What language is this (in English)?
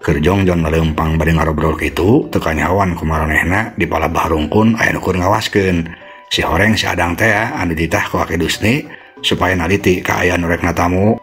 Sundanese